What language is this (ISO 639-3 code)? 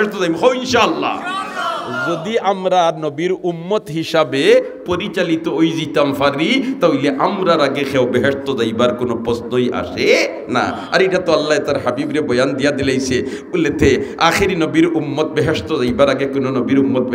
syl